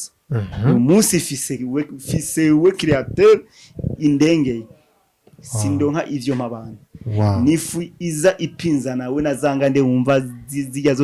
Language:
Rundi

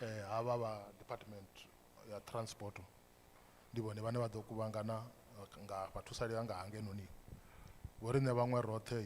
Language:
Venda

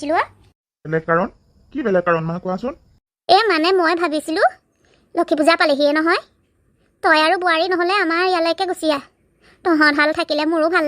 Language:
Assamese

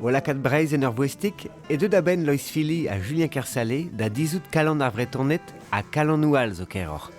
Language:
Breton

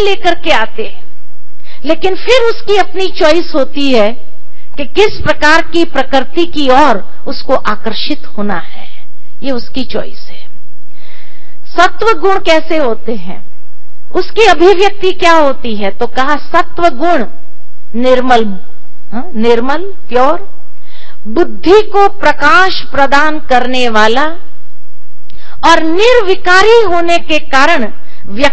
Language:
Hindi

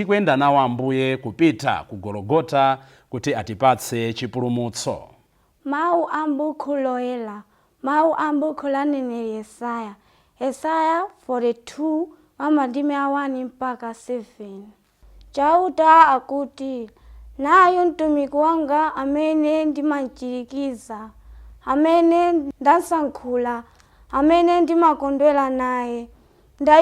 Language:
Nyanja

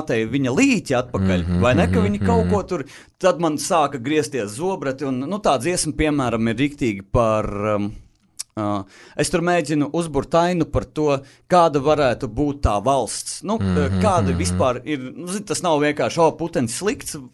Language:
Latvian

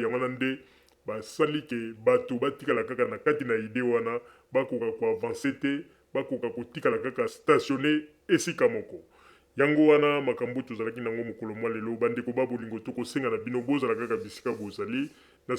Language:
Lingala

